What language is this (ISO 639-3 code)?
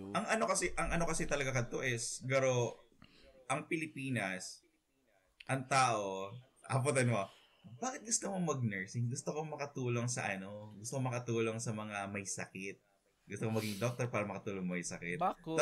bik